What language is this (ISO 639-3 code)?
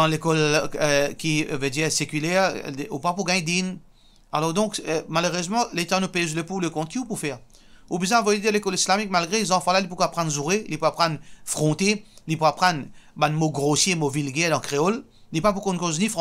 mfe